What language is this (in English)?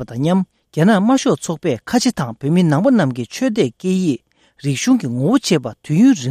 Tibetan